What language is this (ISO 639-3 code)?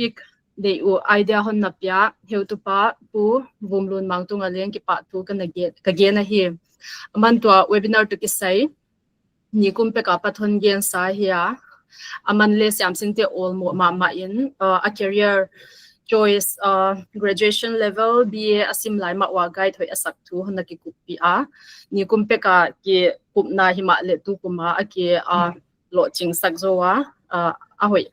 pck